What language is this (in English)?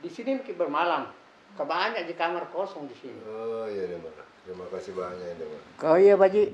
Makassar Malay